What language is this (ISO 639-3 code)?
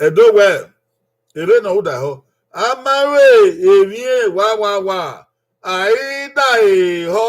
bin